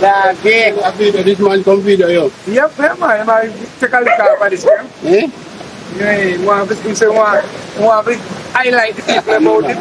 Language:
Jamaican Creole English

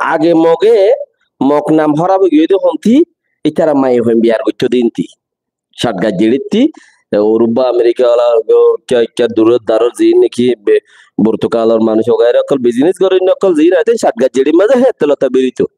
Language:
Rohingya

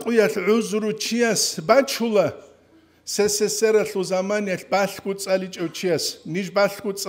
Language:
Avaric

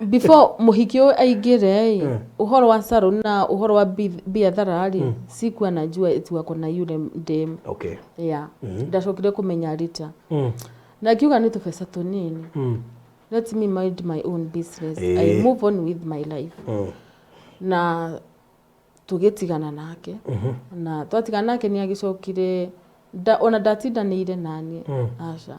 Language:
Kikuyu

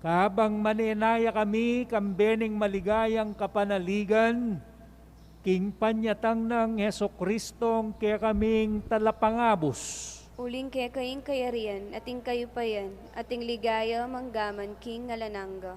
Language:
Pampanga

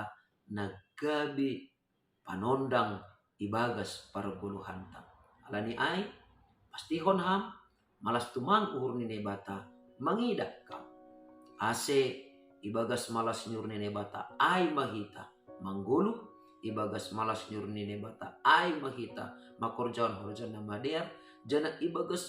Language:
Batak Simalungun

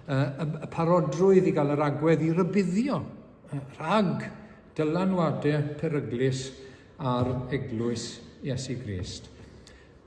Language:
Welsh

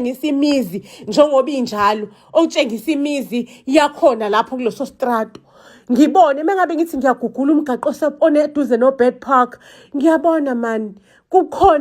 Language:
Zulu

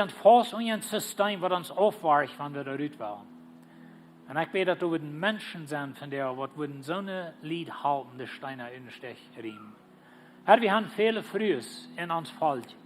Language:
Plautdietsch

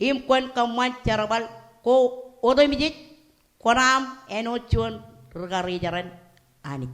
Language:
Marshallese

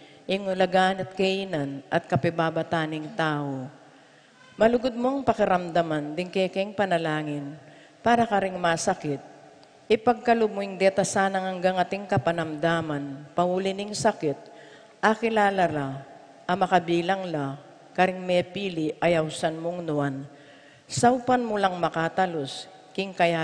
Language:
Pampanga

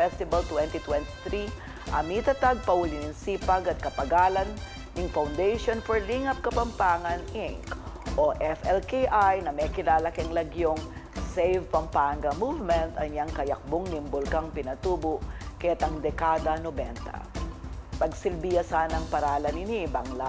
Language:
Pampanga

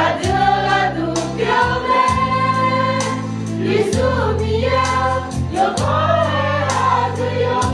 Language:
Akha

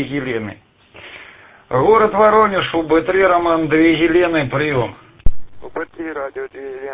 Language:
Russian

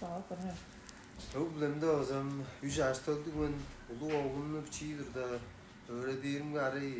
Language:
Tuvinian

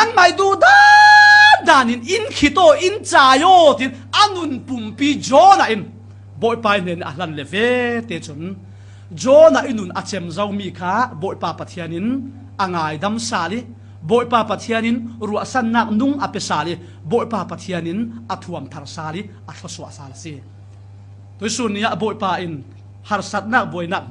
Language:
Falam Chin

